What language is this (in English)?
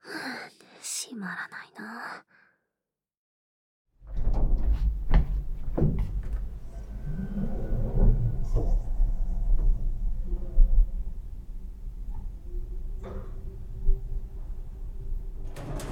Japanese